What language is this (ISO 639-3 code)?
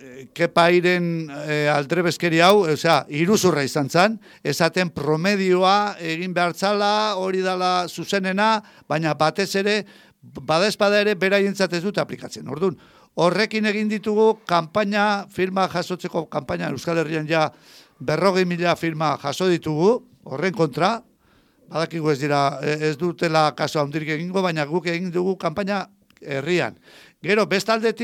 eus